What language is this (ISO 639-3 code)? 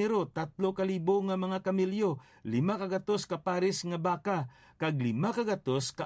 hil